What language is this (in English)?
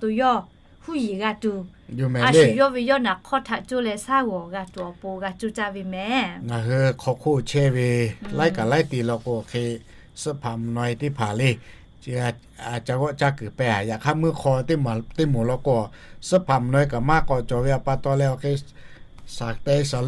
Lahu